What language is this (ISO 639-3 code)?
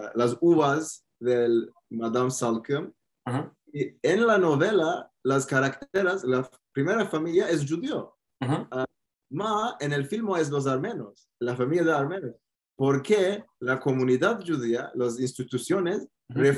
lad